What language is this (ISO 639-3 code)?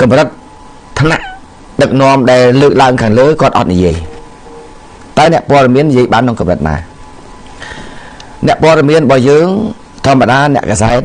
khm